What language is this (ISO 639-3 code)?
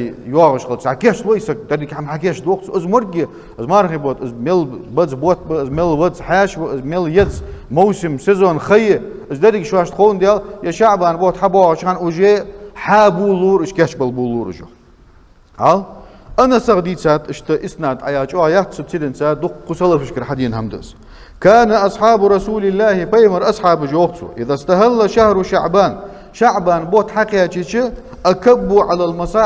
inh